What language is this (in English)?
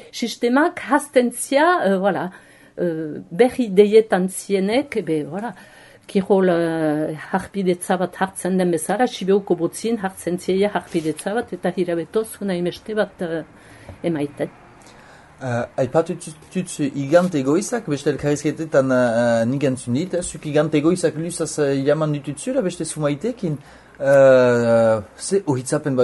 Basque